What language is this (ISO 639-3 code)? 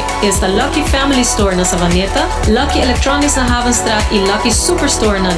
pap